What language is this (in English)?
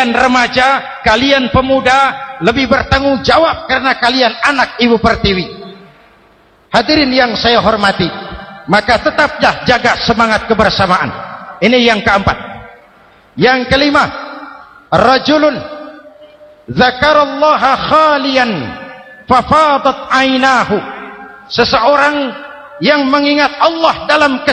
Indonesian